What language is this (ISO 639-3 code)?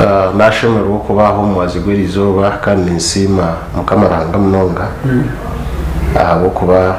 nyn